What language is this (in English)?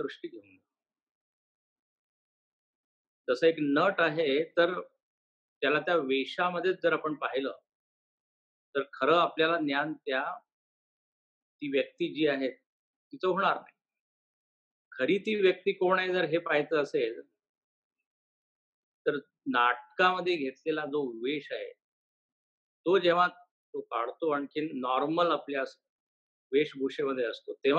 Marathi